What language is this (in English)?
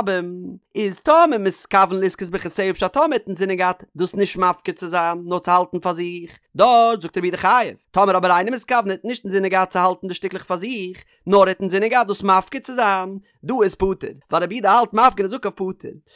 Yiddish